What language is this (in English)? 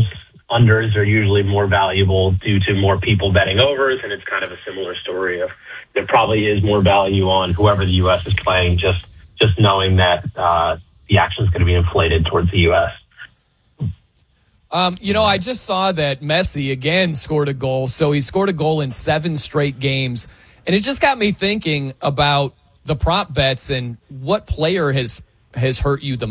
English